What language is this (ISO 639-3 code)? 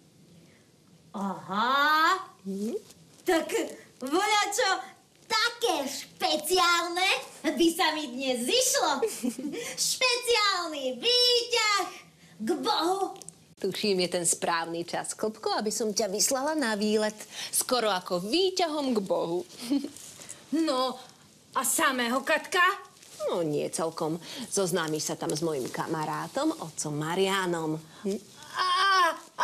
slk